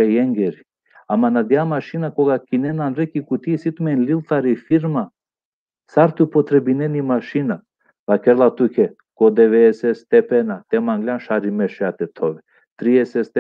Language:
Balkan Romani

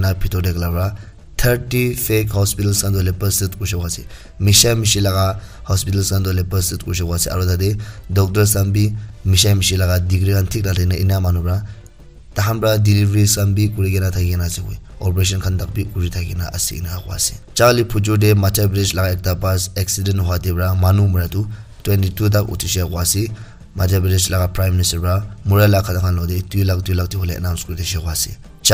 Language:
Naga Pidgin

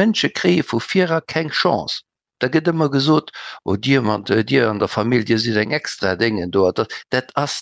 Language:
Luxembourgish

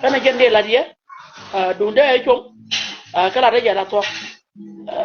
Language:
Nuer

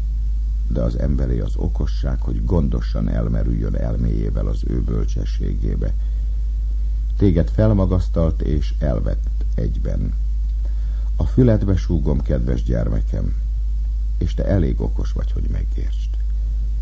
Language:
Hungarian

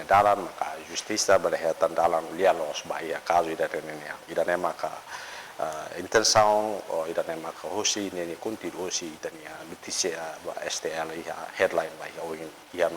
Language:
Tetum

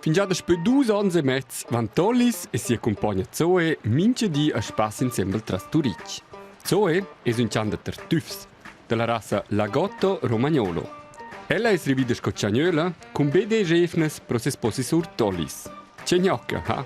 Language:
Romansh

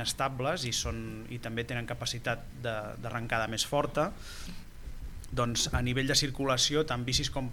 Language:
Catalan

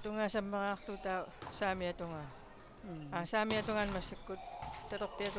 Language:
Kalaallisut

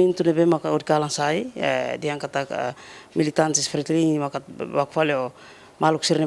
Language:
Tetum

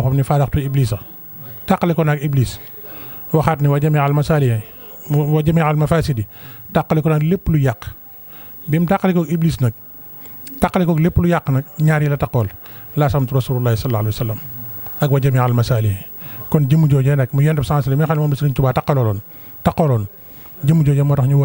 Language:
Wolof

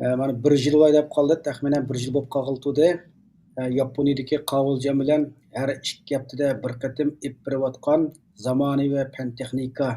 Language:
Uyghur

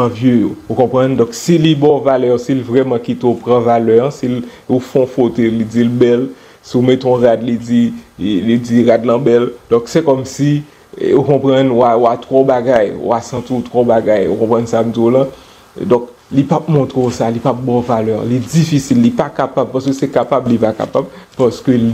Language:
Haitian Creole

